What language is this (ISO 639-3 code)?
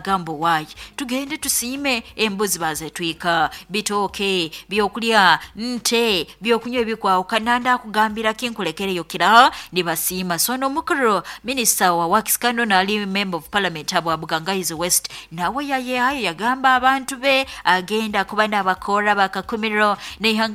nyo